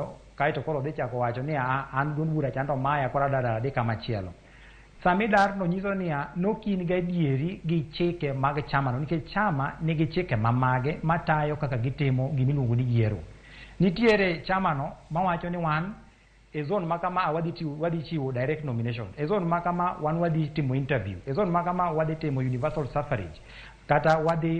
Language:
Luo (Kenya and Tanzania)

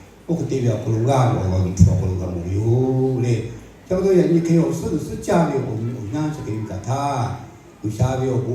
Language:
Lahu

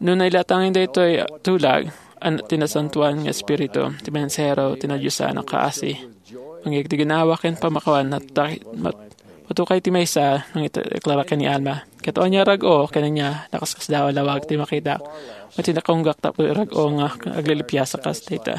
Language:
Iloko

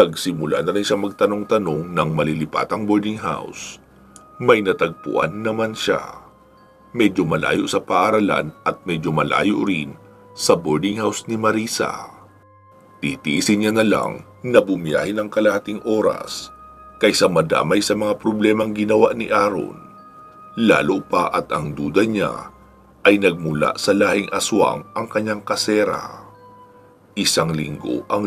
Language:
Filipino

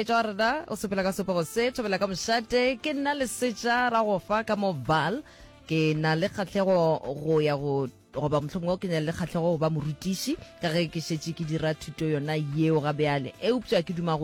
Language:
Northern Sotho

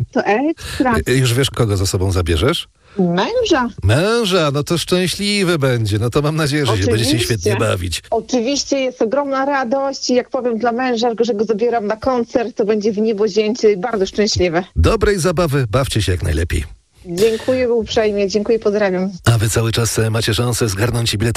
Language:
Polish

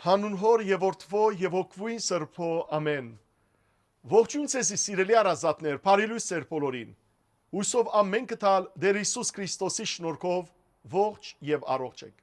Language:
Western Armenian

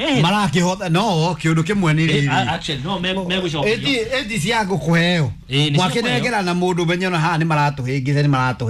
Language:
Kikuyu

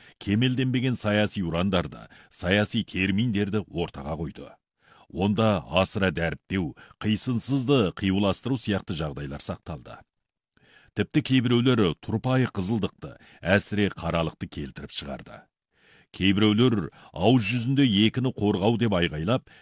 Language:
Kazakh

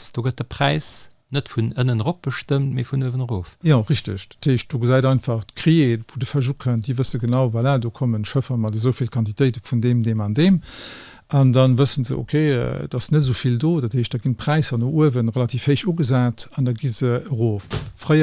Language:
Luxembourgish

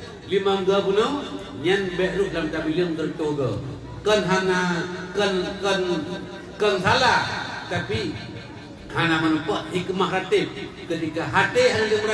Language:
Achinese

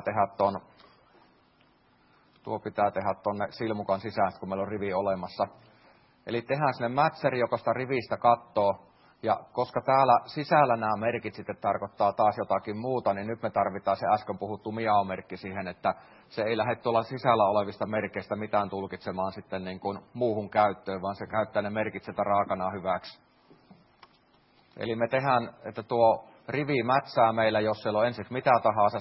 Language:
Finnish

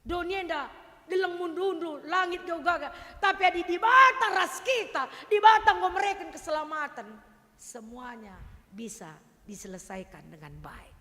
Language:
Batak Karo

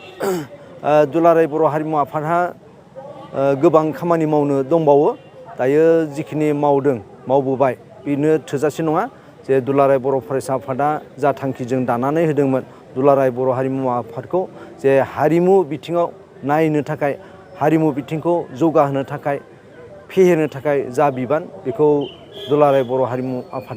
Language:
Bodo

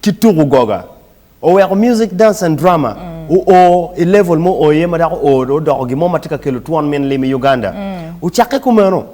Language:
Acoli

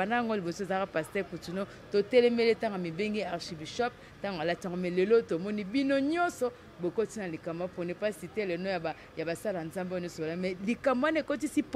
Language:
Lingala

